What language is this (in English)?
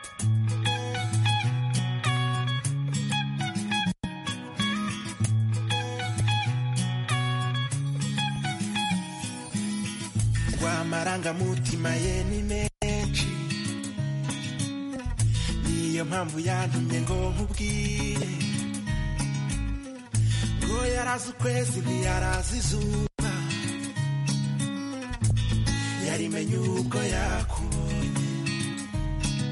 Kinyarwanda